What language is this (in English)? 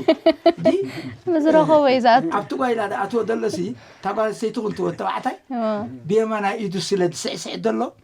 Tigrinya